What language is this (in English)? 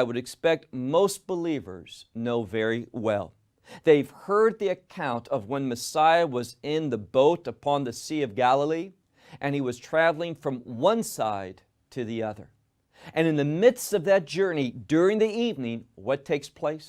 English